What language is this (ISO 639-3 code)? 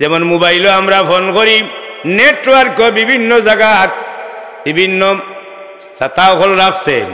syl